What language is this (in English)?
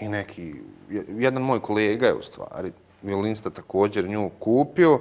Bosnian